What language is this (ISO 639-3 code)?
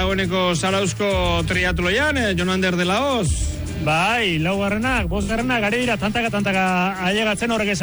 eus